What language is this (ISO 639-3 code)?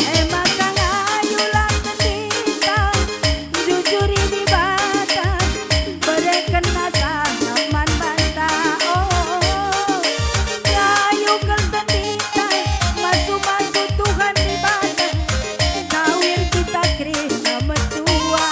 btx